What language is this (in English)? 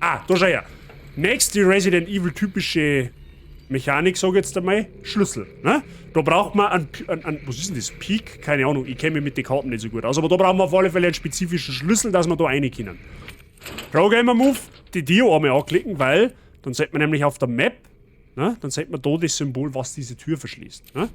Bavarian